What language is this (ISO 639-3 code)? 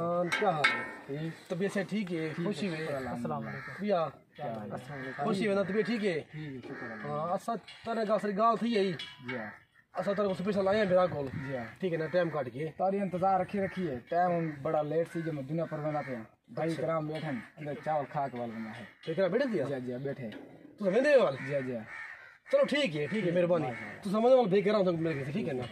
skr